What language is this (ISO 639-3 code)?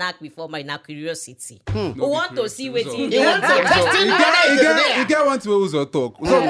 pcm